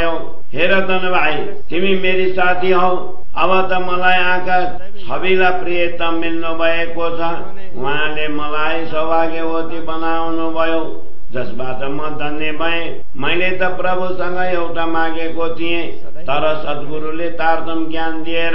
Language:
Nepali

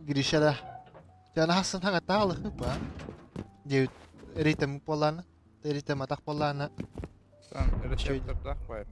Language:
Yakut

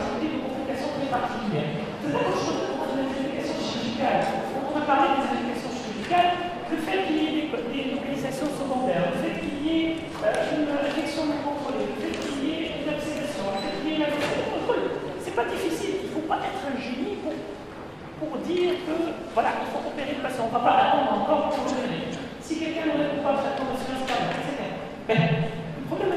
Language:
French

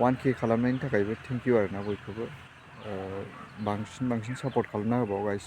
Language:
Bodo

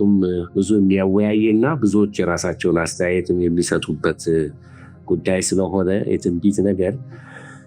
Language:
Amharic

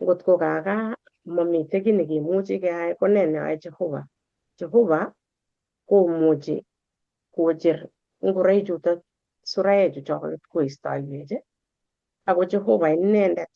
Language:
Kalenjin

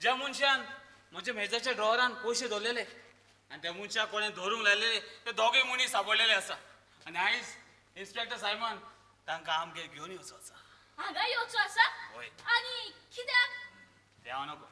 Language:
Konkani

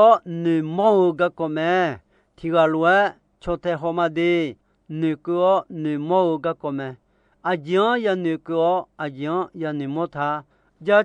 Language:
Akha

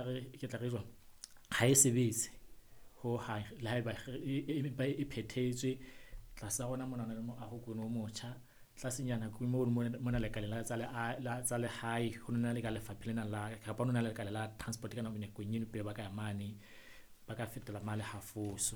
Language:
Southern Sotho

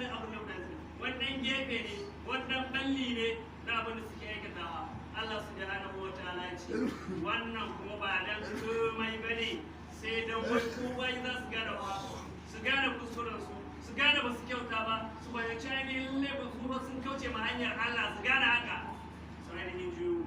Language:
Hausa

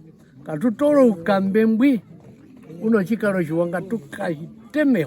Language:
Herero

